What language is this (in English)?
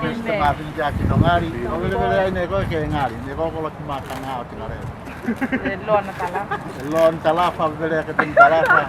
Tuvalu